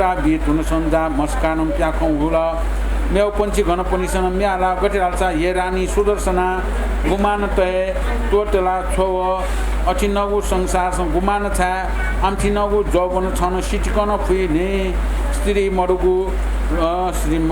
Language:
Newari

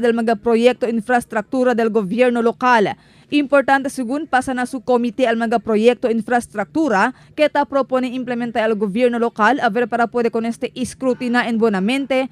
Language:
Chavacano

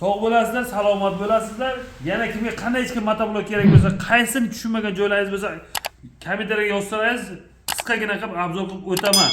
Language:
Uzbek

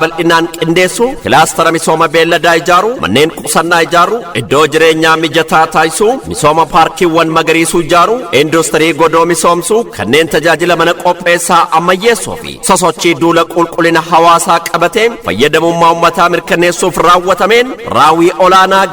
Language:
Oromo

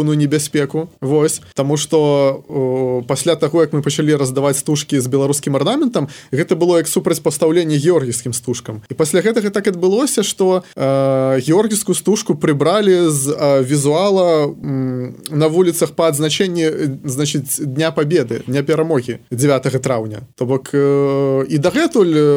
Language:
Belarusian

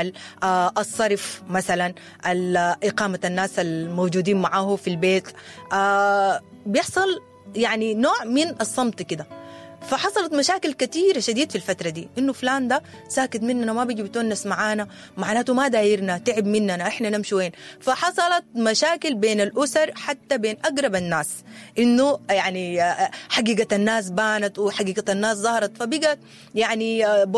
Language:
Sudanese Arabic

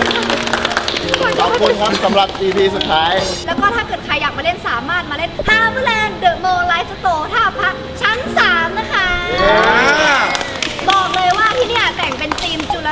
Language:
Thai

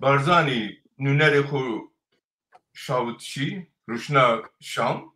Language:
Zaza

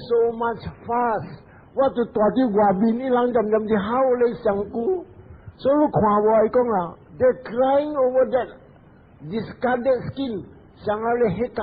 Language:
Min Nan Chinese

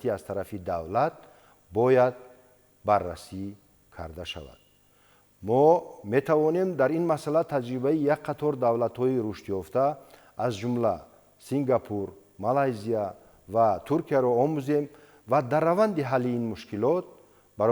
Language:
Tajik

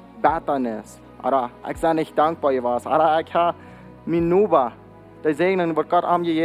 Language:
Plautdietsch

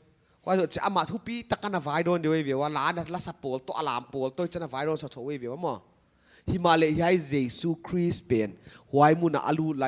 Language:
Paite Chin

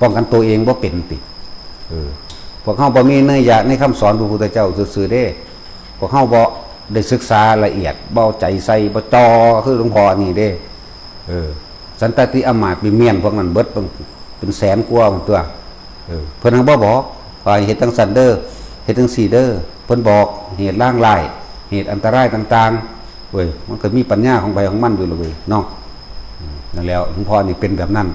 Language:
Northeastern Thai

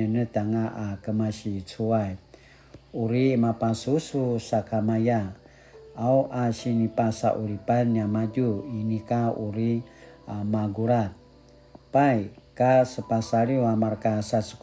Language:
Paiwan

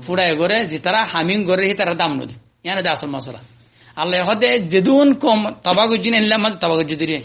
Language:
Rohingya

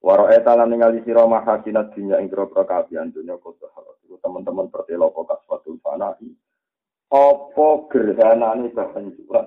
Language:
Javanese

